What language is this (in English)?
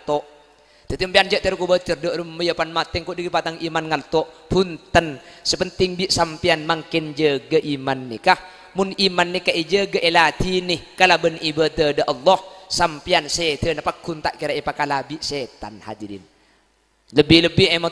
Madurese